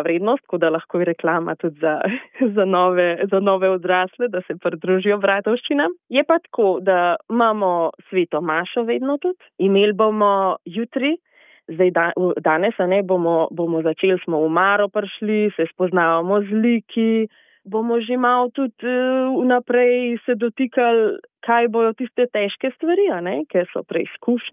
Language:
Slovenian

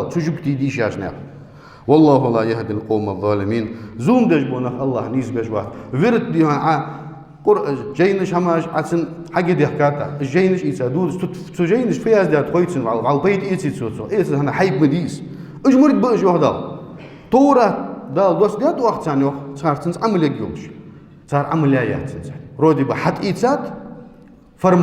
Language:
Ingush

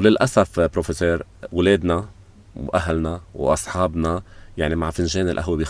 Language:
North Levantine Arabic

